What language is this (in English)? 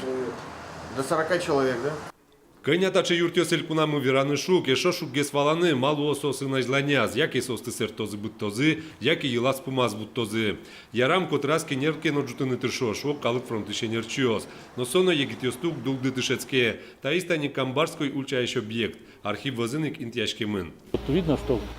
Udmurt